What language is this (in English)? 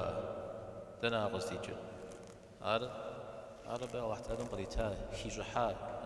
Kabardian